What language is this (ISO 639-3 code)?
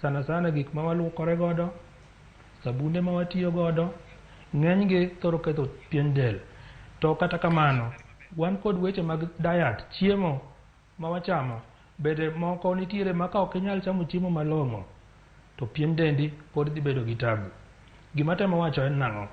luo